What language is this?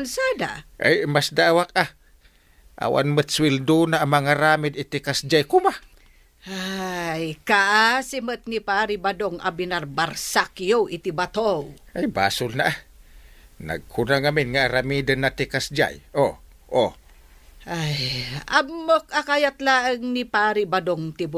Iloko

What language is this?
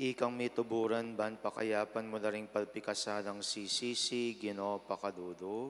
Pampanga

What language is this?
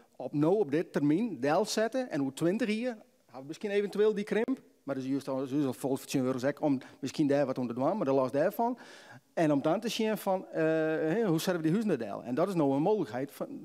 Western Frisian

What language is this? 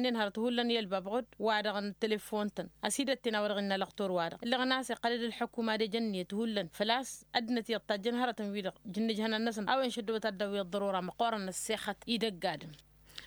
Tamasheq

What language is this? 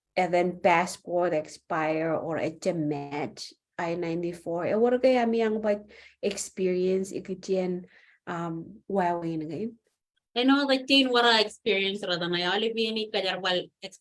Marshallese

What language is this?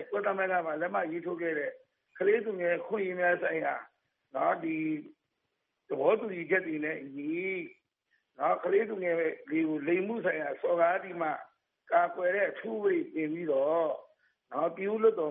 Burmese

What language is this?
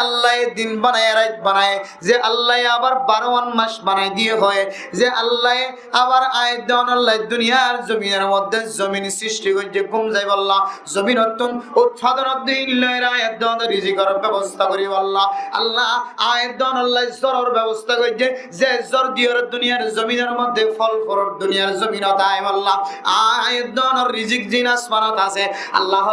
Rohingya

